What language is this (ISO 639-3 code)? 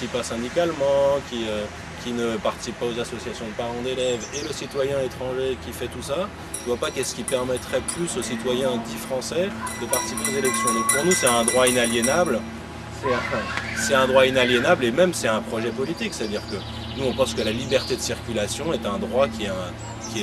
fra